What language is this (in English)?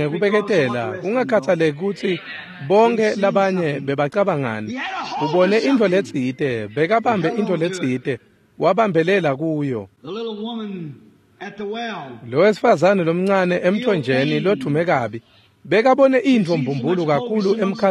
Swati